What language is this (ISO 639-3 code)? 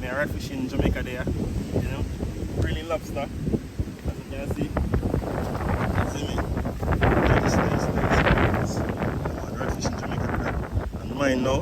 jam